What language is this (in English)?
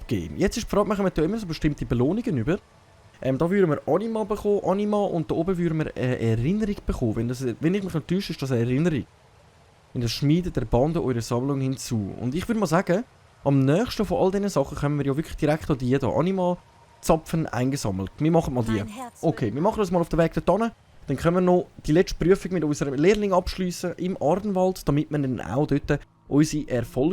Swiss German